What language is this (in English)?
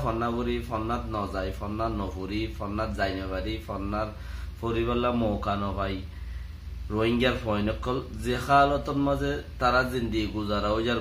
Rohingya